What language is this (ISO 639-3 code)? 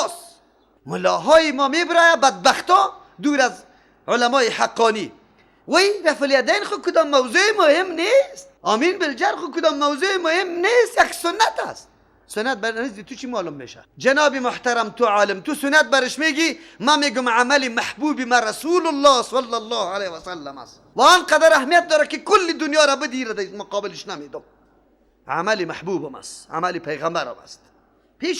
fas